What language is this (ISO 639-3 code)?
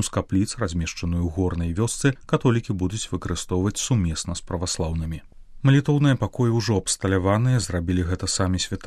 bel